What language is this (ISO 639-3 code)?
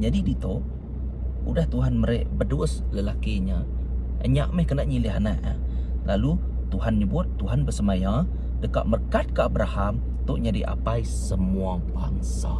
iba